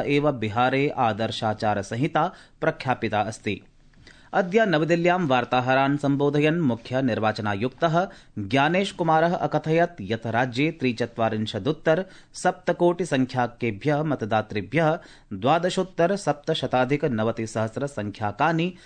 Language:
Sanskrit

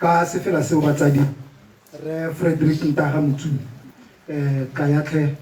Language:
Tswana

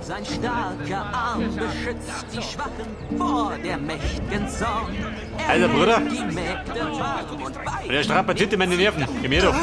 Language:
Bavarian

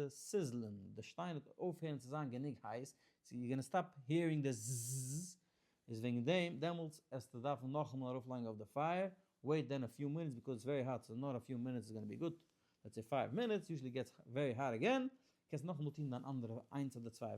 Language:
Yiddish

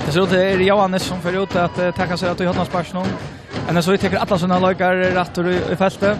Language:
Faroese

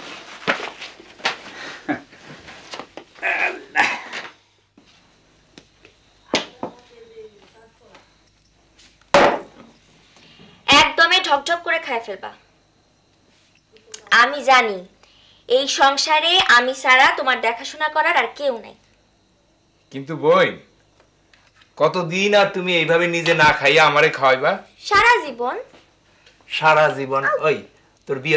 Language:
Bangla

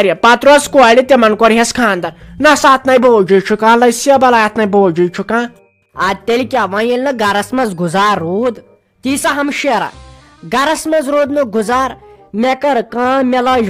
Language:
Kashmiri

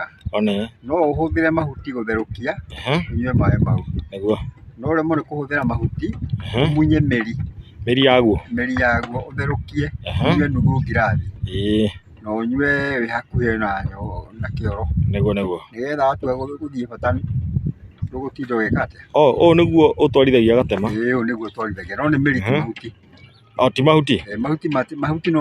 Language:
Kikuyu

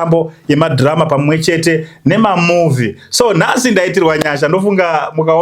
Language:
Shona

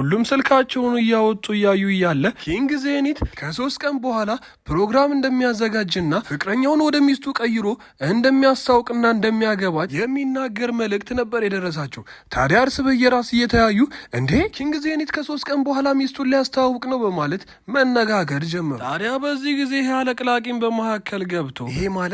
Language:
Amharic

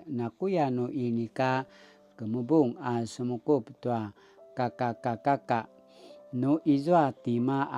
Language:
Paiwan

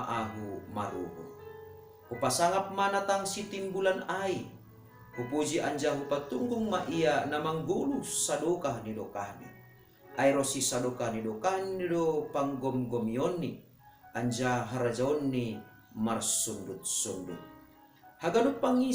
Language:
Batak Simalungun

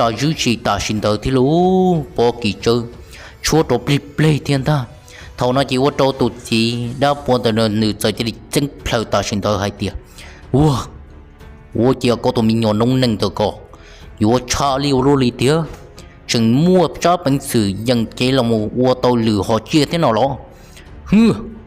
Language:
Hmong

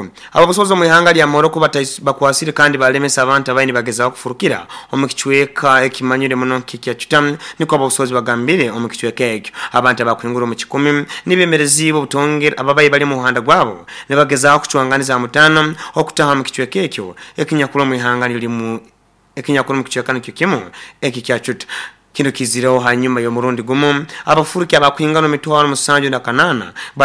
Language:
Nyoro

